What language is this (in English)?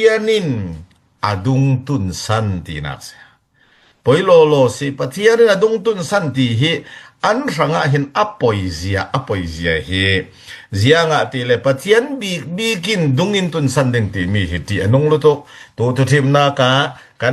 Falam Chin